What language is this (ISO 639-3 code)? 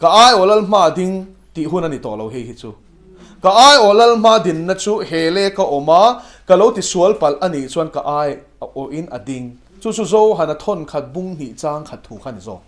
lus